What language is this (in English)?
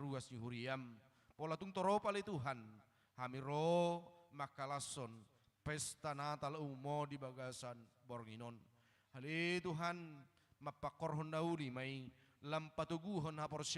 Batak Toba